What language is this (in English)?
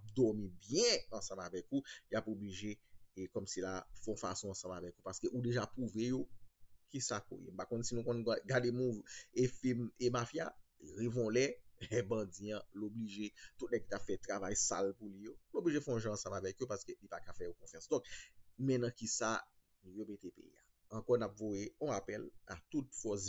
Haitian Creole